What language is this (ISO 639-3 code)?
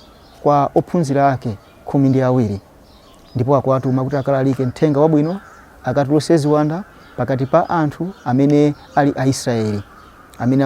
nya